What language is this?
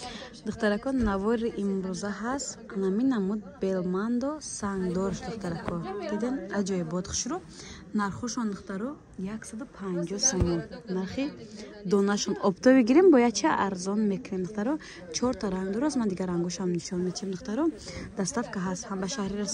Tajik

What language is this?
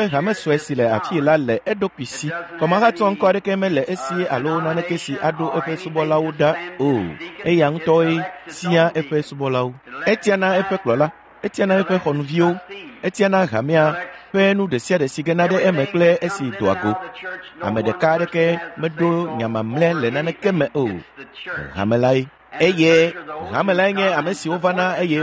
Ewe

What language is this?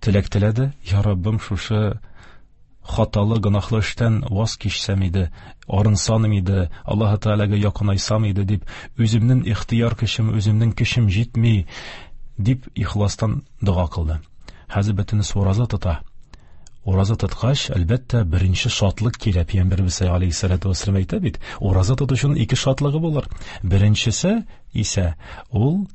Tatar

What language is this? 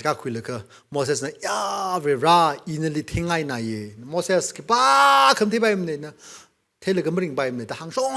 Tangkhul Naga (India)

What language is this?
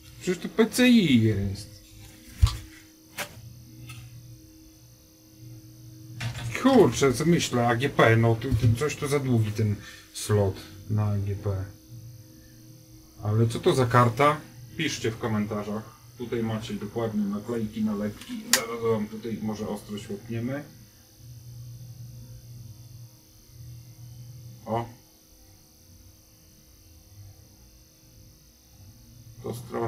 Polish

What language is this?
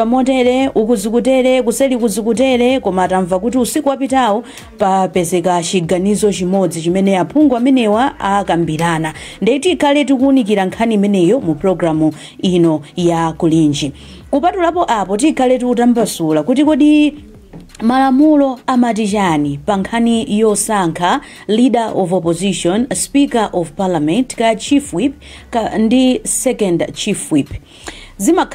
Nyanja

